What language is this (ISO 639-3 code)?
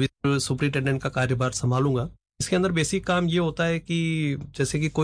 hin